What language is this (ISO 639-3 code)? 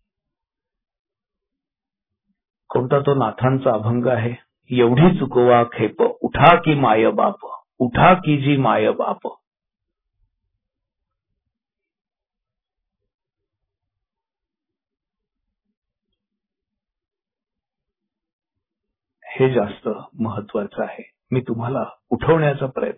mar